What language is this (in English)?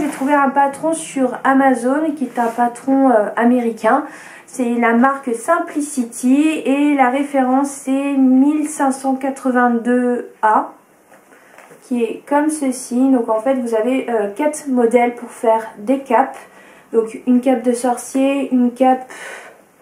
French